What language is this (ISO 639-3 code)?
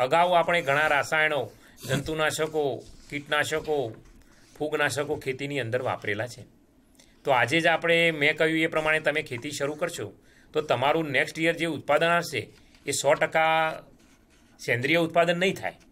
guj